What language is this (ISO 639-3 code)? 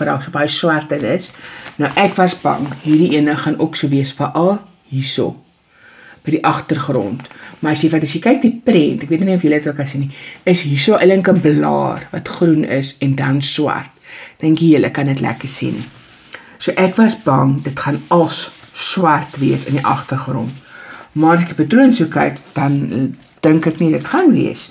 afr